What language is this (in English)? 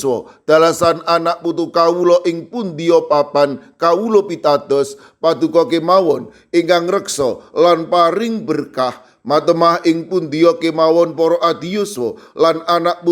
Javanese